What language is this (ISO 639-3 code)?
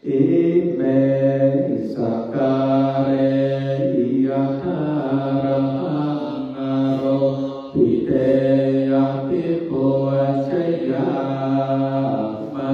pli